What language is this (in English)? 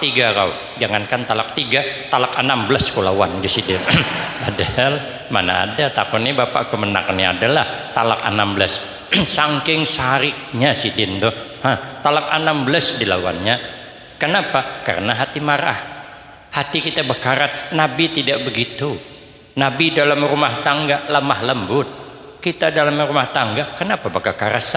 Banjar